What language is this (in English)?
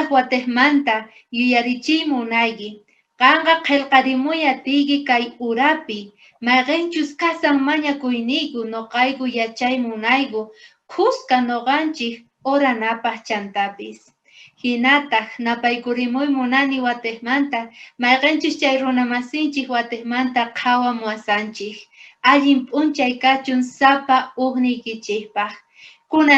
South Bolivian Quechua